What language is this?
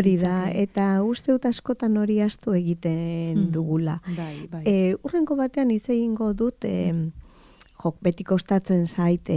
Basque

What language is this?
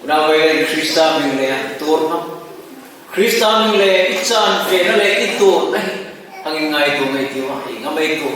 Hmar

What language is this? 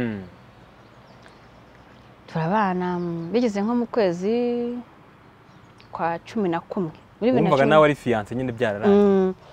Kinyarwanda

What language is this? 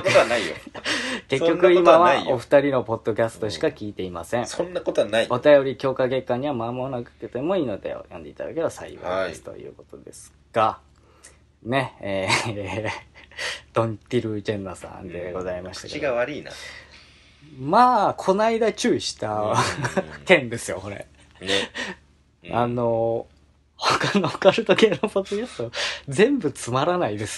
Japanese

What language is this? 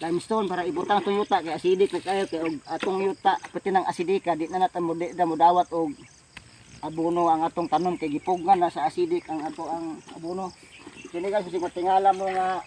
Cebuano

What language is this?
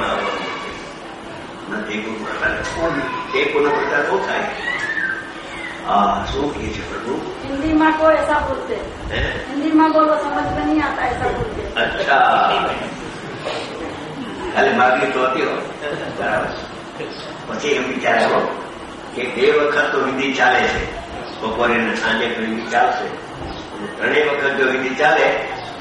Gujarati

